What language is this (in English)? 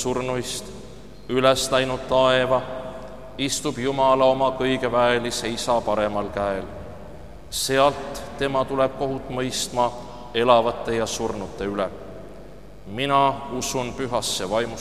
Estonian